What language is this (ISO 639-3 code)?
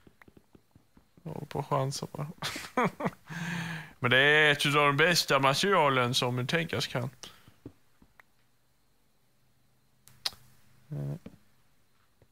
swe